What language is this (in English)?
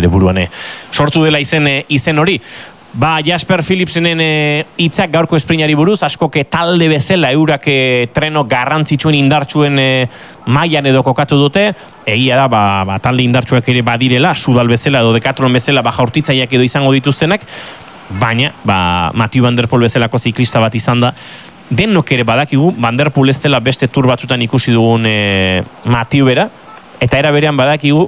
Basque